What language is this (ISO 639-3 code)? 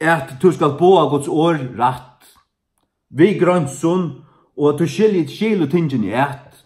fao